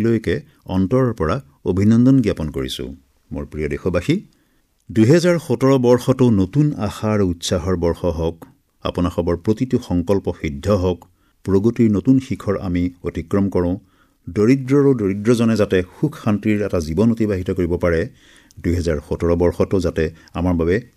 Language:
Assamese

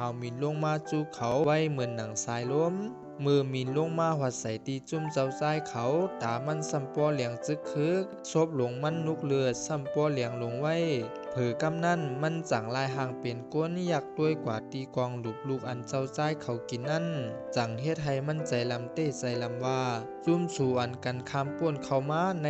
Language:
Shan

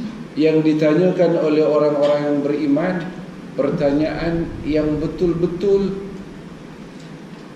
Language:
Malay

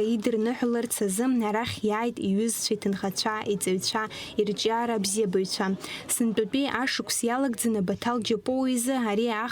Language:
Abkhazian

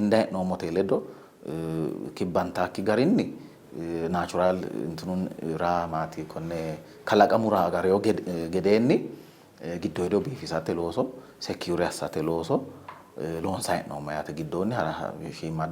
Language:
Sidamo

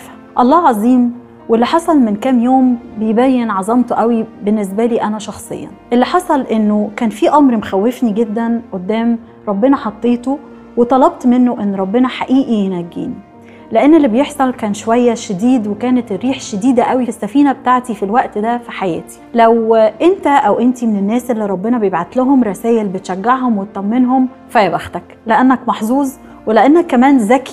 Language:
Egyptian Arabic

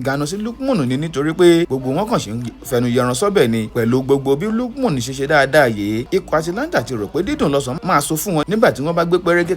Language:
Yoruba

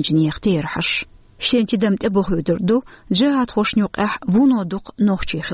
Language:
Chechen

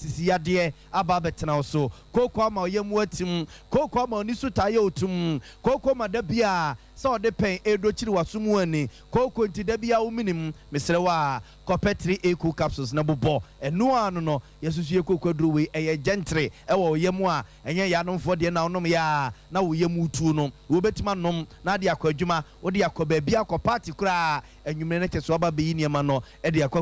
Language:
Akan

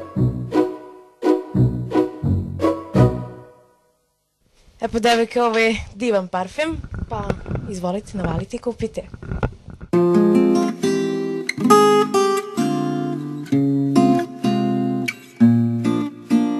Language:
Serbian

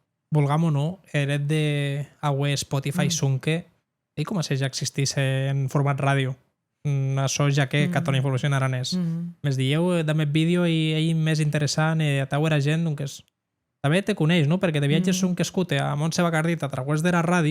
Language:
Occitan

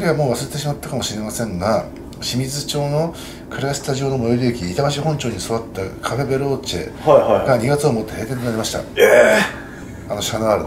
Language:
Japanese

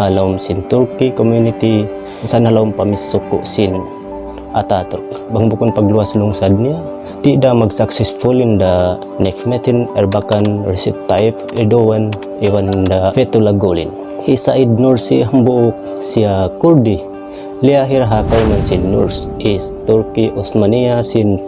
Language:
Tausug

